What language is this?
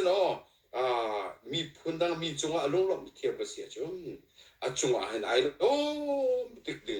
Hakha Chin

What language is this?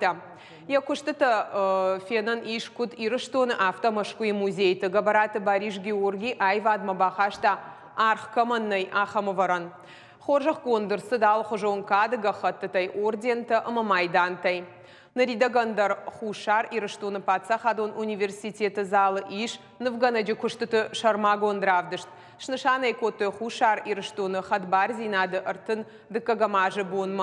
Ossetic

